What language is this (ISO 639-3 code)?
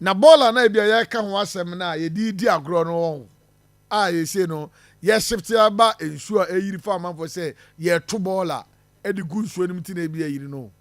aka